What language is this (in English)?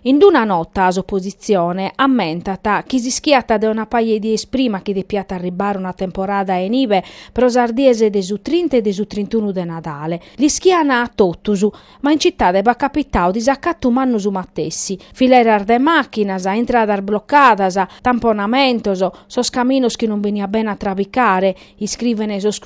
Sardinian